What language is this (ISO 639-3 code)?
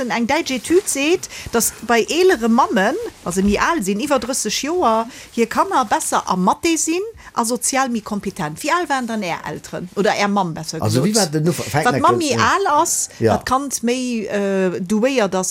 ltz